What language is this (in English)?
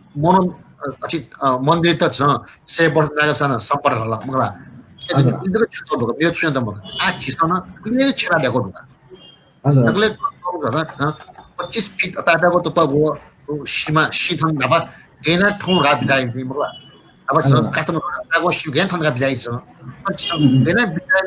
Newari